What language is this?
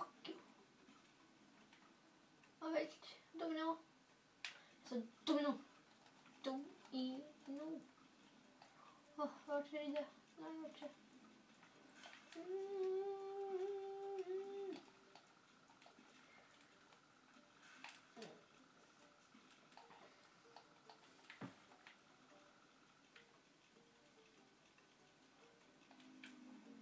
Norwegian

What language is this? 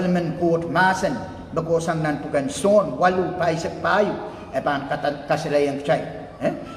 Pohnpeian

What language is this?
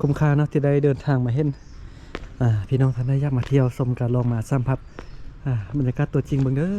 Lao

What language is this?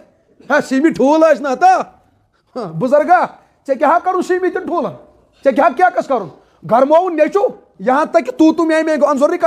Kashmiri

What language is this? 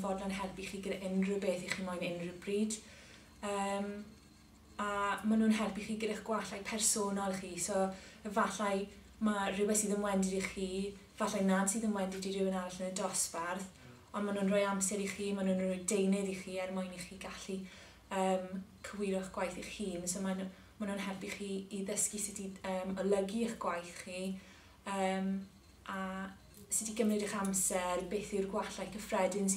Welsh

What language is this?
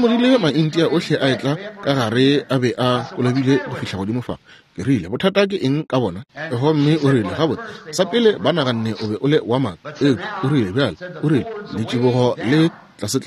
Northern Sotho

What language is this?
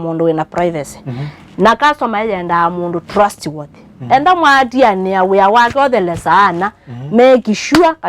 Kamba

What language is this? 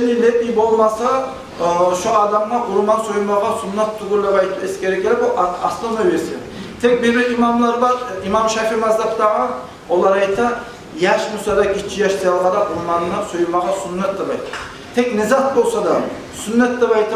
Kumyk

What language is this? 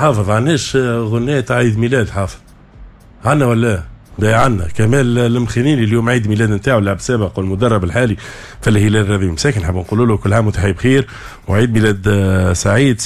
Tunisian Arabic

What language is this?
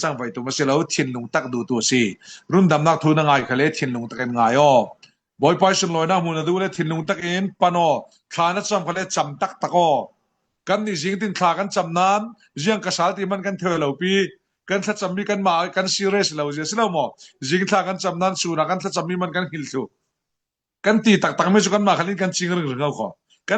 Falam Chin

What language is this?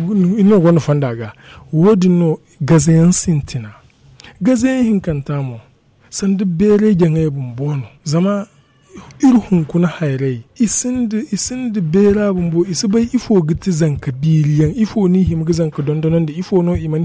Zarma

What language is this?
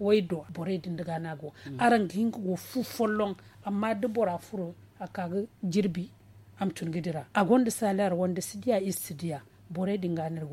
Zarma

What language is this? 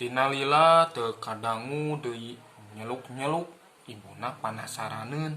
Sundanese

